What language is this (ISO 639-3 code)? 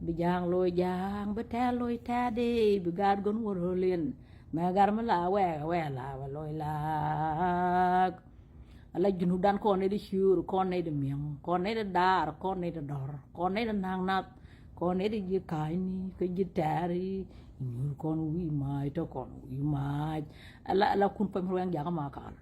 nus